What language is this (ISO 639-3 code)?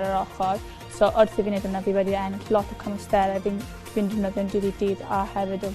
cym